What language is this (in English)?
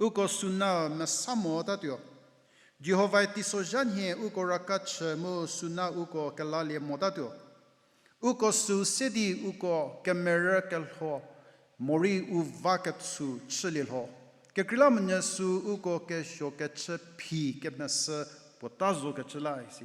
Angami Naga